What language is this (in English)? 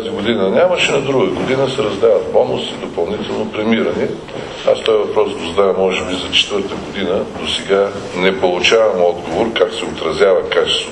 Bulgarian